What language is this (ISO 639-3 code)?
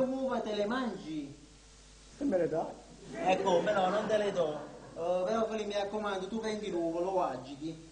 nap